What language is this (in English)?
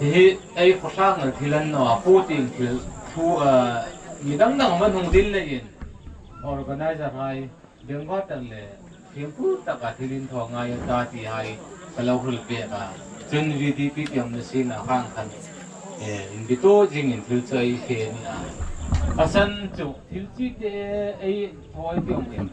Hmar